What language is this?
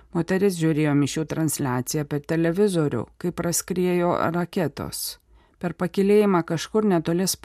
Lithuanian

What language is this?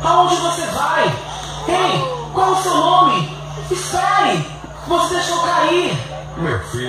Portuguese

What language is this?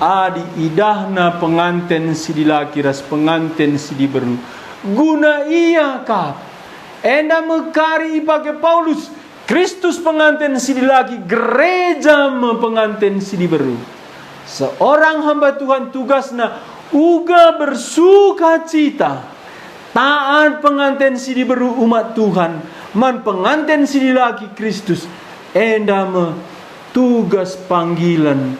Batak Karo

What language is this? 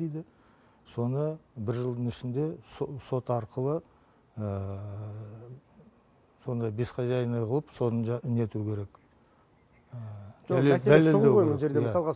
Kazakh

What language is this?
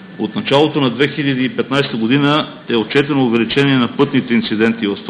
Bulgarian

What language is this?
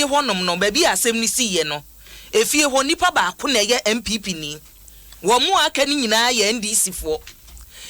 Akan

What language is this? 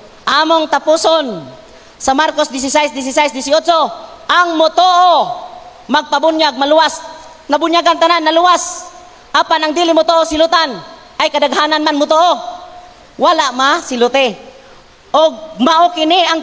Cebuano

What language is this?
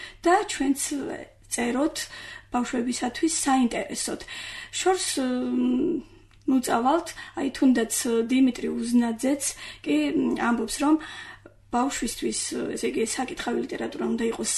Georgian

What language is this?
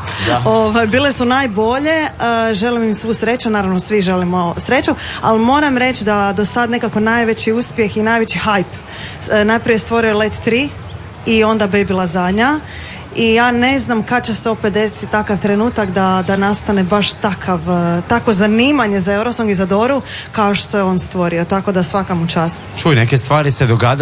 Croatian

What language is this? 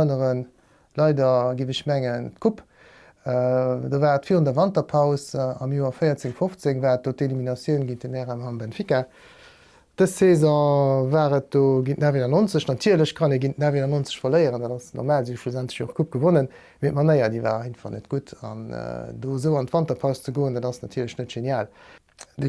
Luxembourgish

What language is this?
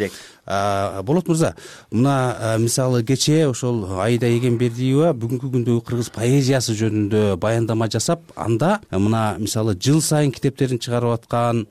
Kyrgyz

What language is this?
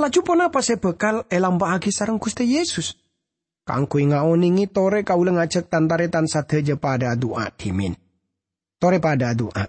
Madurese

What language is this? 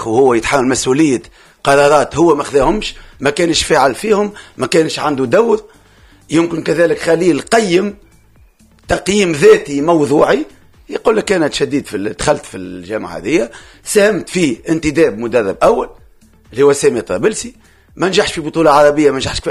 Tunisian Arabic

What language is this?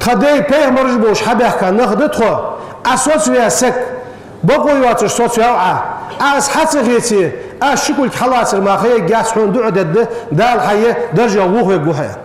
Ingush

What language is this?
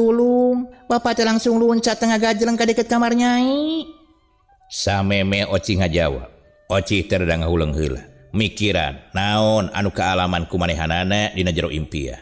Sundanese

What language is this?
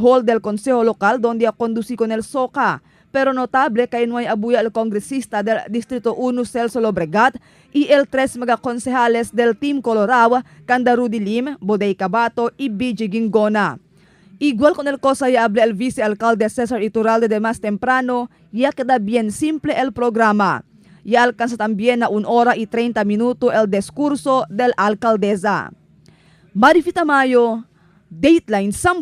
Chavacano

